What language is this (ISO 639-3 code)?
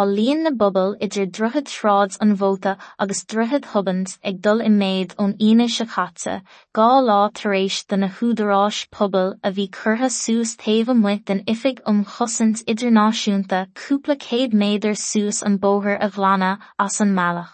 gle